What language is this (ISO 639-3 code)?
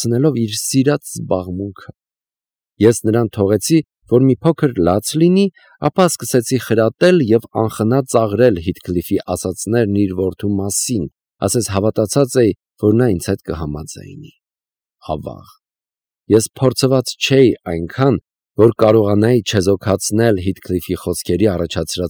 hye